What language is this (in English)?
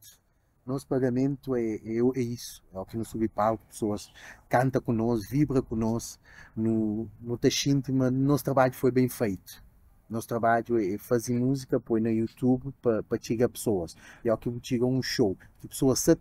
Kabuverdianu